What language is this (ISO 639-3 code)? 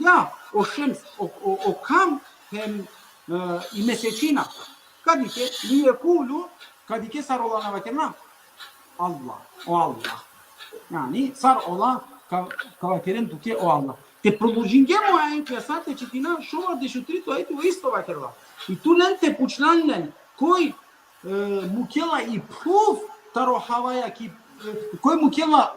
rmn